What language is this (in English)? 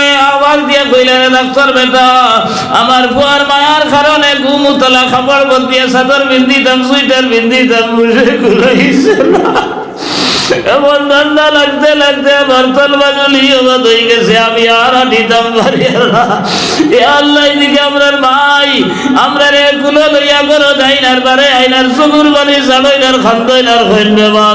Sylheti